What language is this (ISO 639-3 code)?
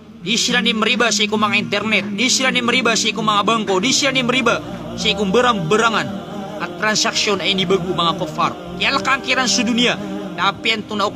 mrw